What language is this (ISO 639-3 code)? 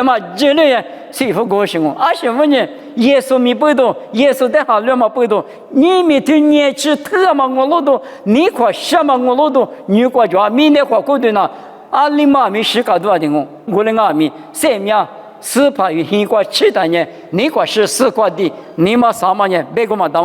lis